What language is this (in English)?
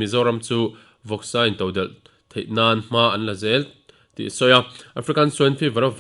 Mizo